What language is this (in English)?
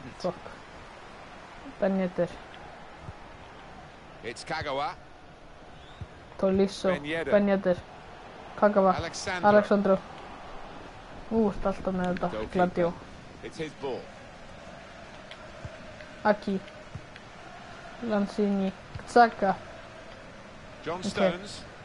Icelandic